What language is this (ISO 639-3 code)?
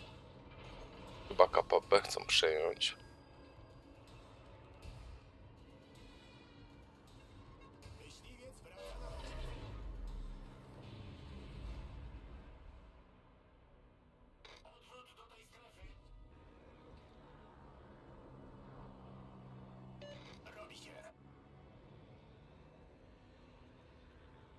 pol